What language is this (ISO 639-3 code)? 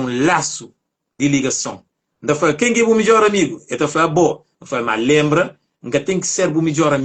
kea